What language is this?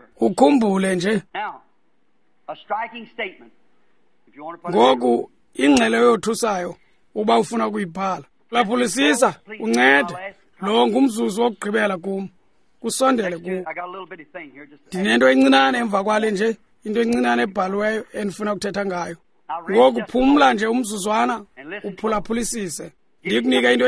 Xhosa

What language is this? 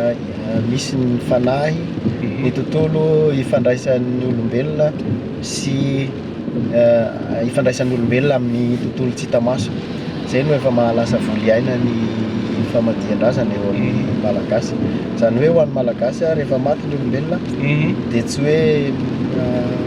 Malagasy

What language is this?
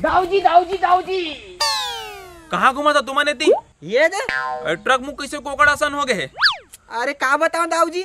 Chhattisgarhi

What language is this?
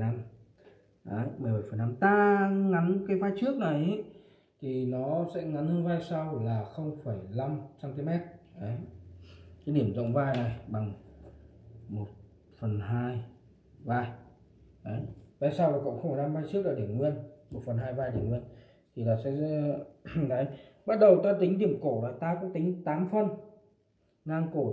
Vietnamese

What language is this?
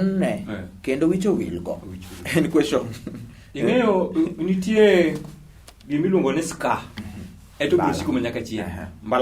Luo (Kenya and Tanzania)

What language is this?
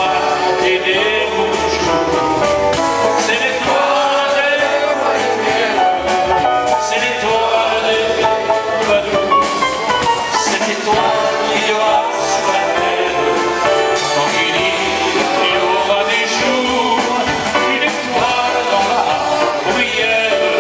French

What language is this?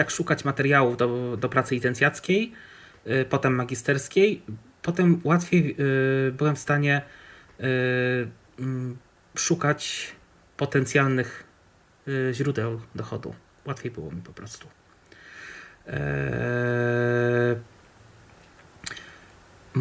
Polish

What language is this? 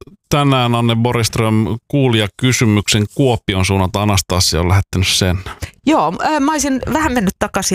Finnish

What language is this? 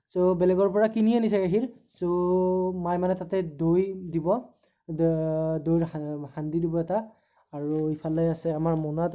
Assamese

